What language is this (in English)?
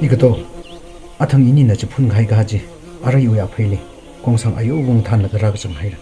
Tangkhul Naga (India)